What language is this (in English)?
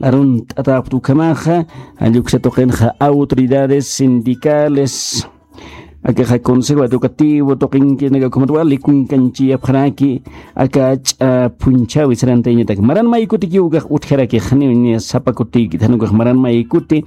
Aymara